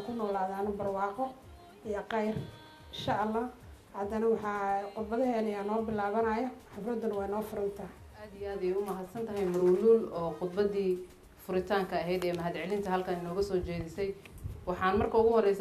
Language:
Somali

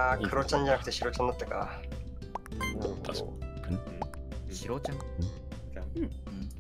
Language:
Japanese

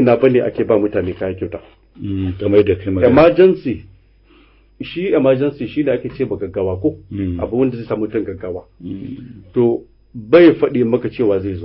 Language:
Hausa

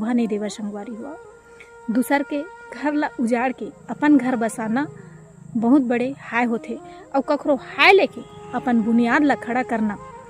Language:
Chhattisgarhi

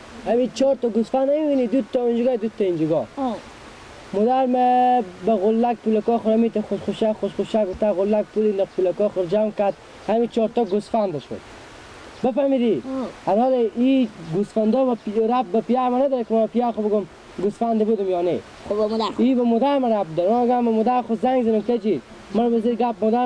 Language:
Persian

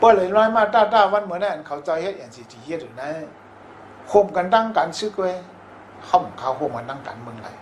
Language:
Shan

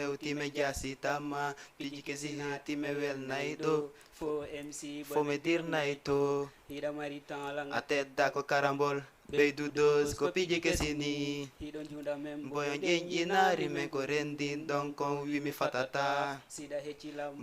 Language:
Fula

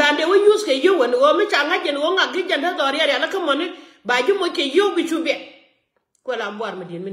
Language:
Nuer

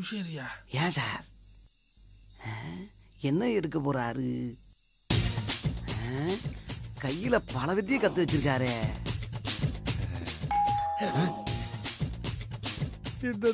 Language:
Tamil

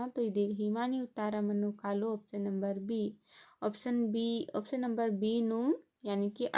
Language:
Kurukh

